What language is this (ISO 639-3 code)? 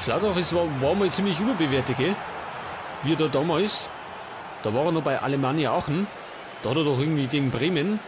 bar